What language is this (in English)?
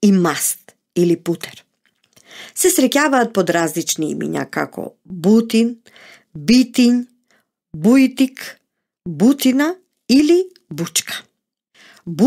Macedonian